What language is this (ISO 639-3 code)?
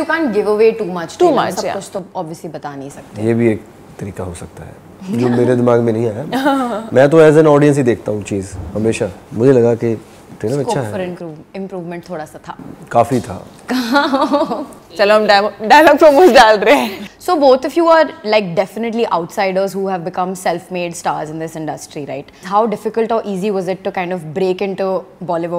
hin